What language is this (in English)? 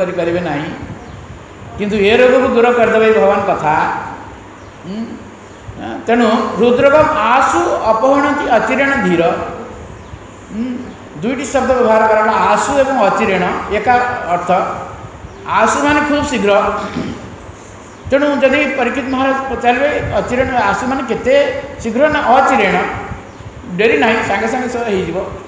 Odia